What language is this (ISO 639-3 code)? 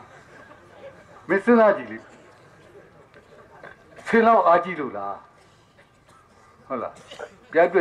mya